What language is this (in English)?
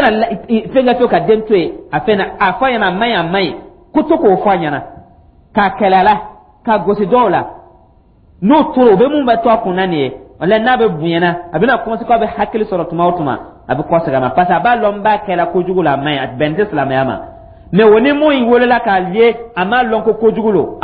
Dyula